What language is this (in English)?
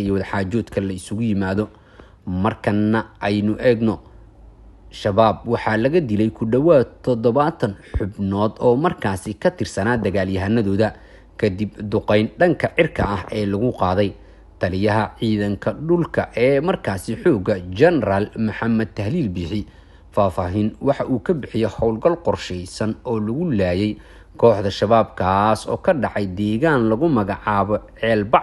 Somali